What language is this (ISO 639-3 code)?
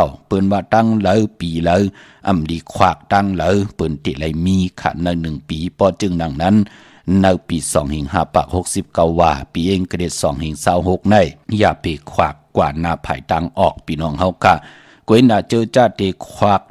shn